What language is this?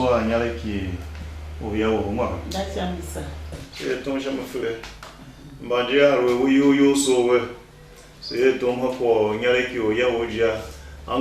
Tiv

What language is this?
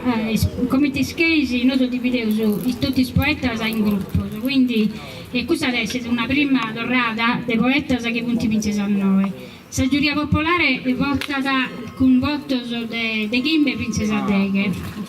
Sardinian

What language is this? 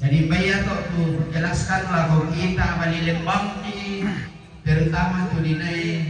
Toraja-Sa'dan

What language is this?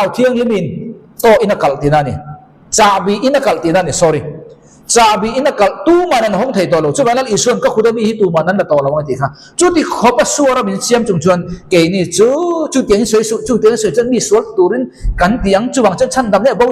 Mizo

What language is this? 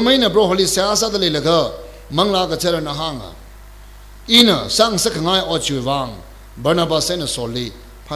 Tangkhul Naga (India)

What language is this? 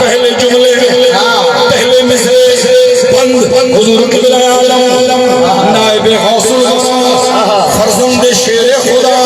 Saraiki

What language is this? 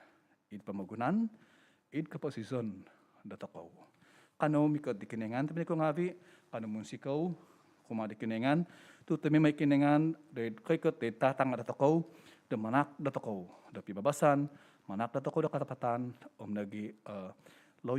Central Dusun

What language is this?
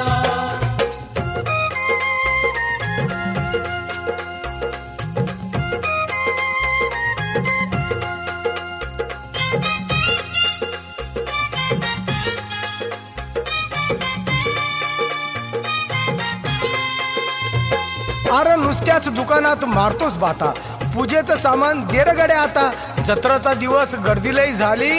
Marathi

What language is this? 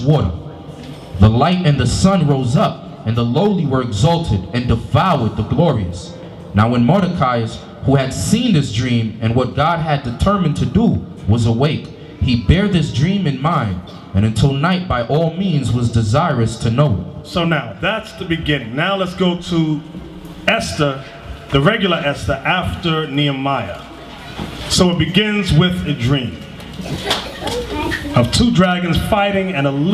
English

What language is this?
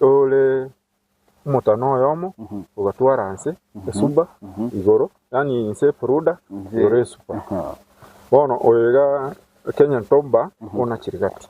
Gusii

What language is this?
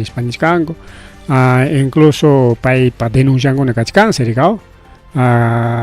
Ayacucho Quechua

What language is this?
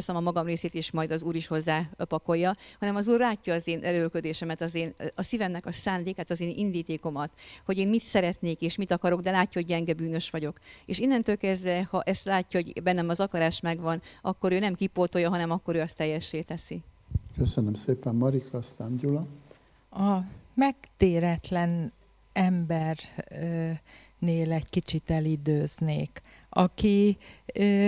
Hungarian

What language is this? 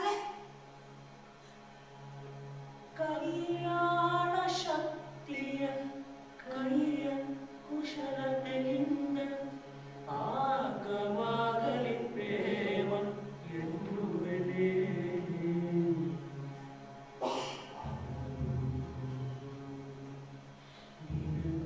Kannada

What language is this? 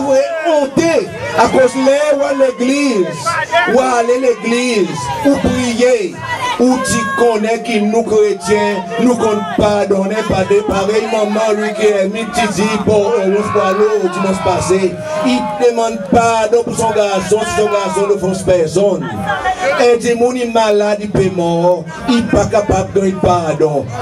Seselwa Creole French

